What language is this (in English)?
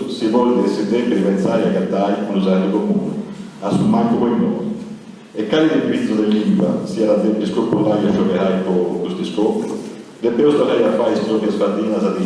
Sardinian